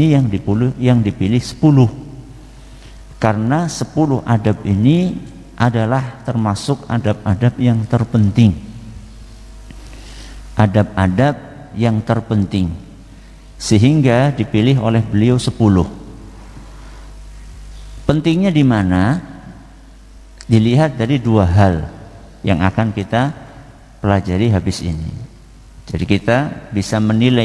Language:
Indonesian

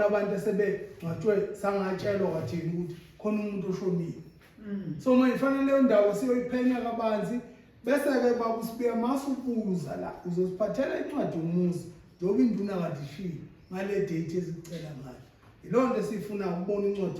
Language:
Zulu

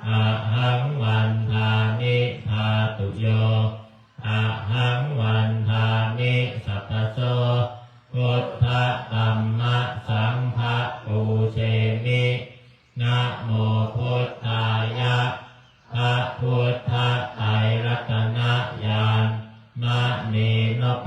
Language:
Pali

